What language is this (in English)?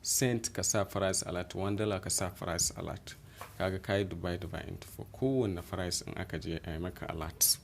Hausa